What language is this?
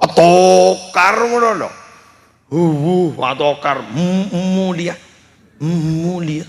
Madurese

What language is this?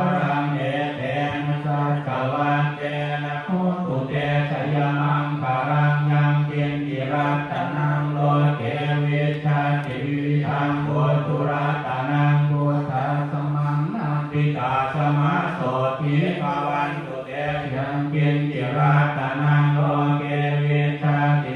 Pali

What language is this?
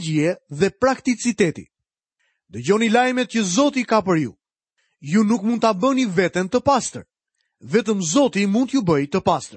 Albanian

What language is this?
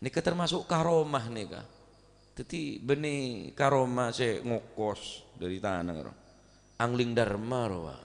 Madurese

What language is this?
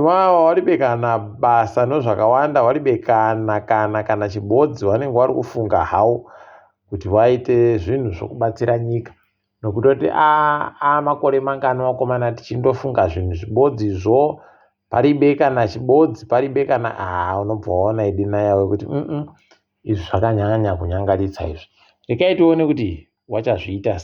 Ndau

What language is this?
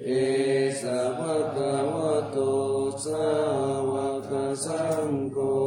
Pali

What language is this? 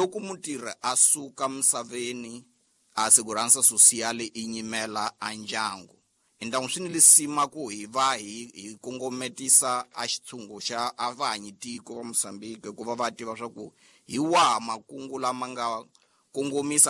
Tsonga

